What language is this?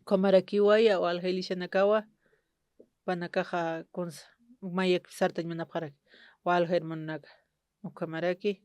Aymara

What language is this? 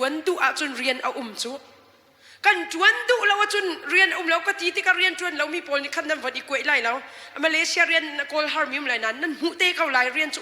Hakha Chin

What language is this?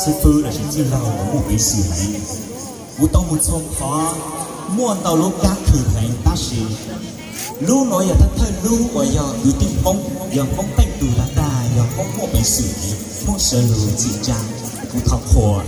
Hmong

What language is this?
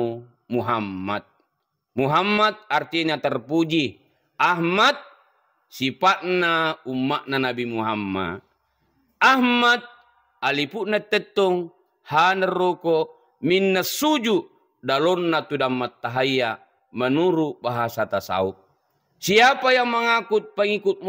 Buginese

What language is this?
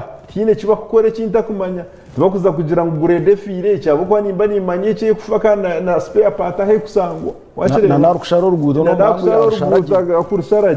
Nyankole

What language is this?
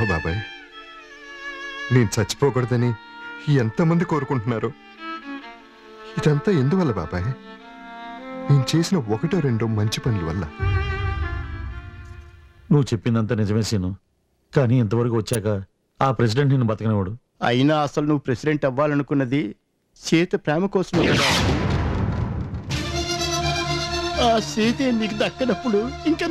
Telugu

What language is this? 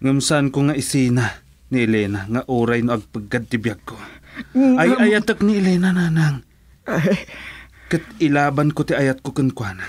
Iloko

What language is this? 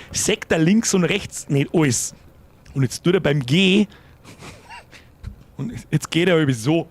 Bavarian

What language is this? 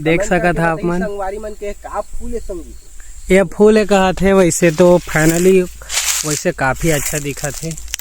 Chhattisgarhi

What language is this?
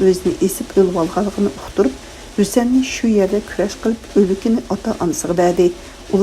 Uyghur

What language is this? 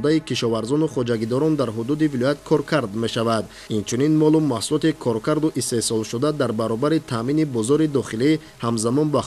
Tajik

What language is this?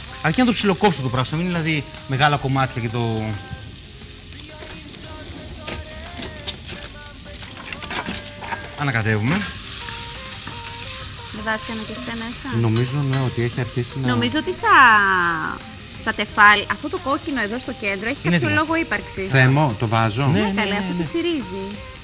Greek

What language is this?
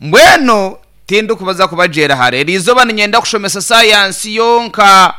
Nyankole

